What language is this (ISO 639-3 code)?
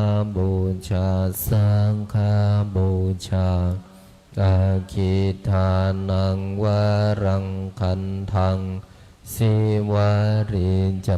pli